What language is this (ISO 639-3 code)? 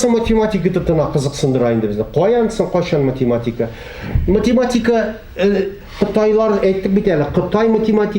tat